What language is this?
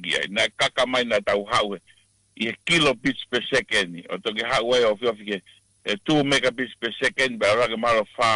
Tongan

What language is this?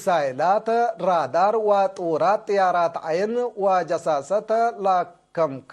Tigre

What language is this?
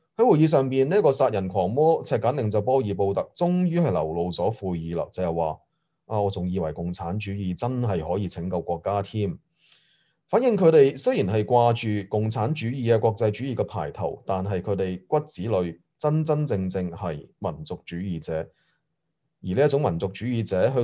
Cantonese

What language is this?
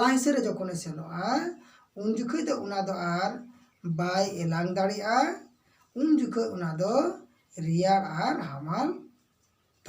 Santali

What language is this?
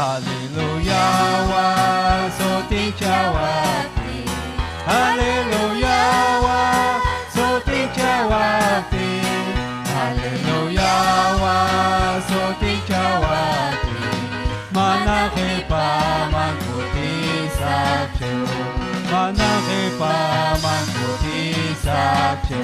Ayacucho Quechua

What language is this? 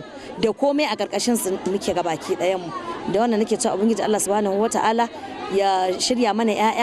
Hausa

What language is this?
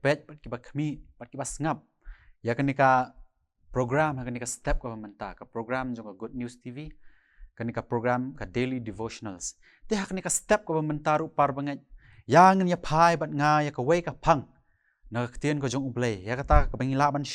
Khasi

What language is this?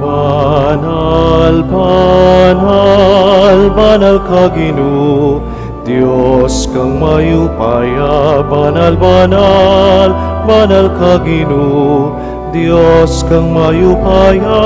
Pampanga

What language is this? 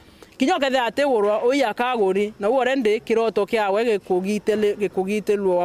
Meru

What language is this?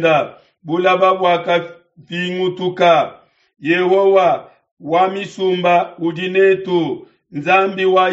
Luba-Lulua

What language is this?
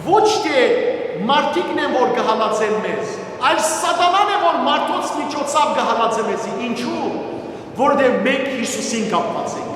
Western Armenian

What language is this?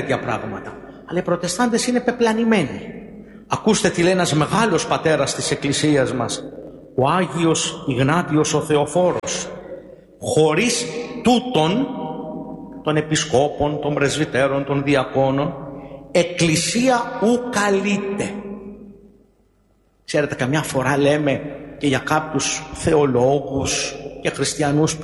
Greek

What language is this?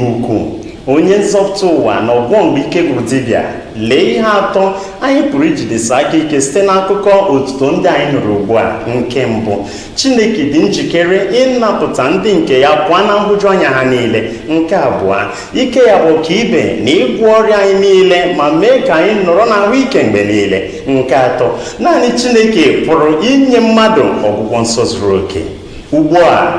Igbo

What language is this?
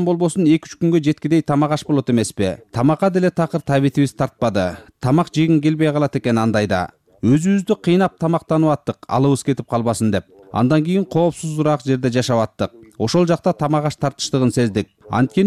Kyrgyz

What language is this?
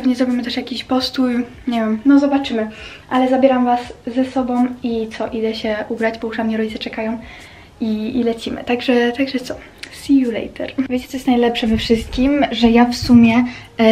Polish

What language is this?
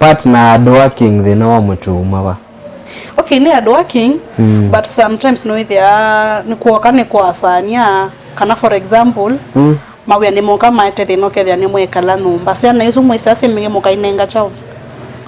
Kamba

